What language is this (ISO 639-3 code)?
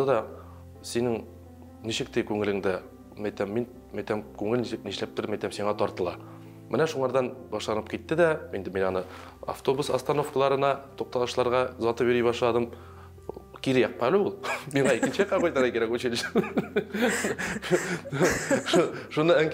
tat